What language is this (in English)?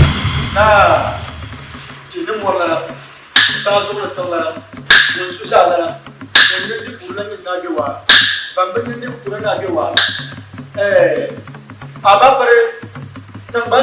Dagbani